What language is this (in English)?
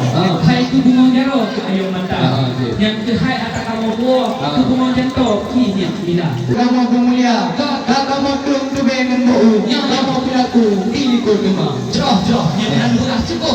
Achinese